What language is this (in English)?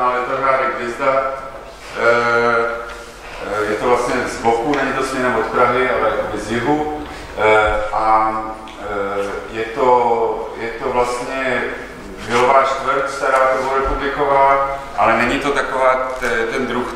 Czech